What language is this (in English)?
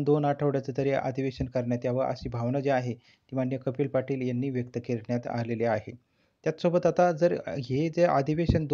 Marathi